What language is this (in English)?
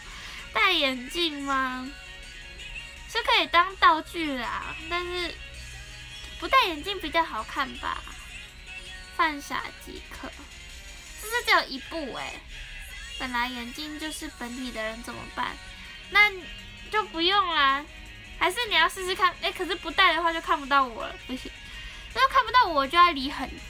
Chinese